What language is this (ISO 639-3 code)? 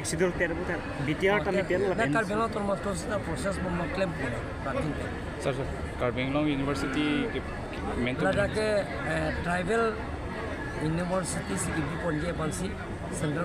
mjw